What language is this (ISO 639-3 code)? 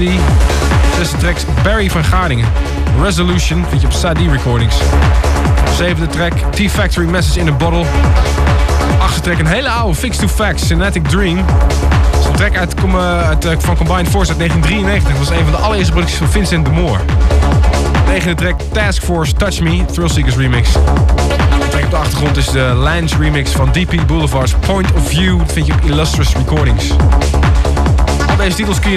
nld